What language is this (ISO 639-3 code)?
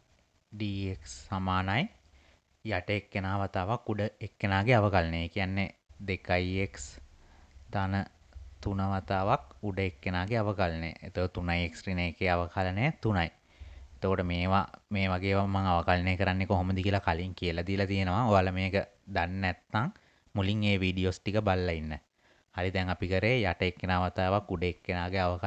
sin